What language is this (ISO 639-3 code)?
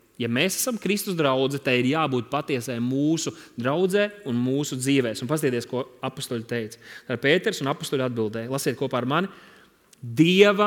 lav